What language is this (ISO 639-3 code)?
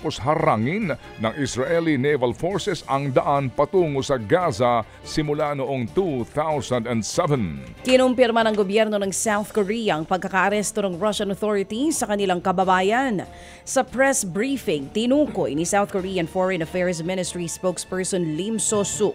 fil